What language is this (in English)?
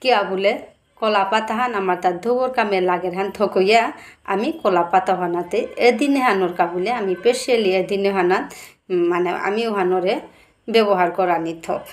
Bishnupriya